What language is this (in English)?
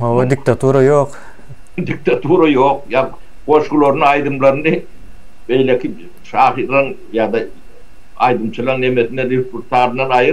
Turkmen